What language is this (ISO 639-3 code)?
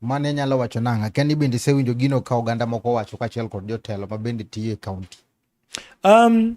luo